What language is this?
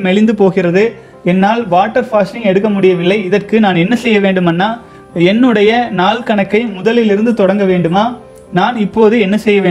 Tamil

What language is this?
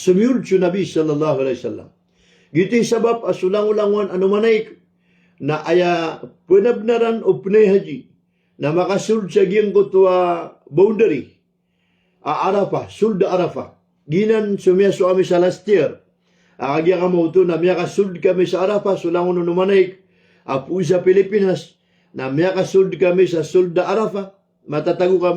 Maranao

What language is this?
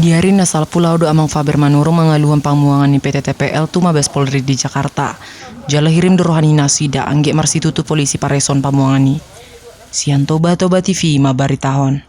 Batak Toba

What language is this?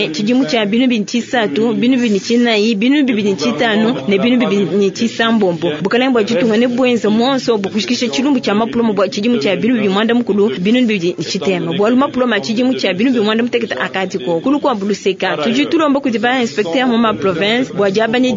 Luba-Lulua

